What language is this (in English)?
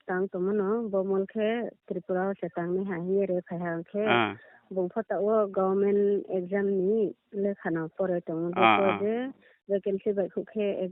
Riang (India)